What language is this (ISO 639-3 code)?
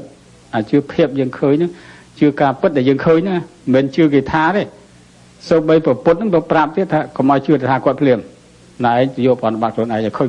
khm